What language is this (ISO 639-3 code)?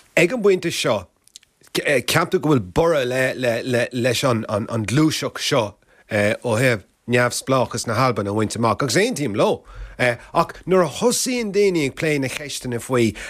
gle